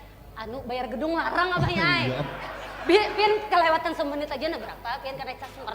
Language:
Banjar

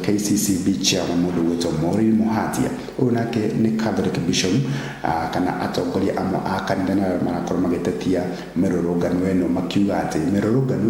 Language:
Kikuyu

